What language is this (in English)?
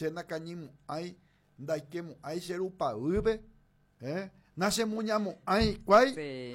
Guarani